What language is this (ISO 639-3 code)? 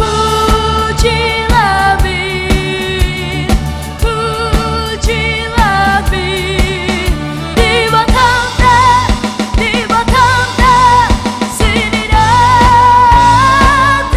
btx